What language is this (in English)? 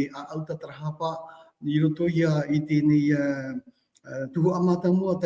Tahitian